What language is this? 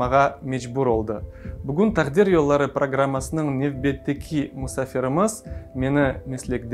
Crimean Tatar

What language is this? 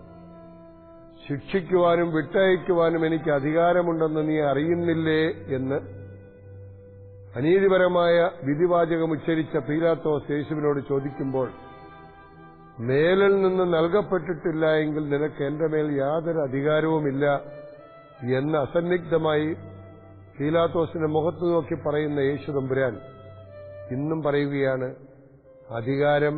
Malayalam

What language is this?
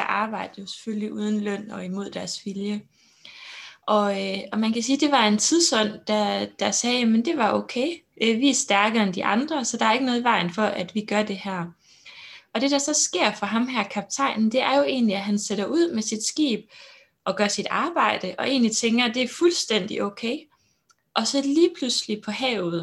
Danish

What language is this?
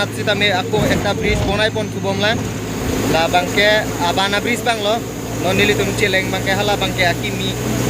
Karbi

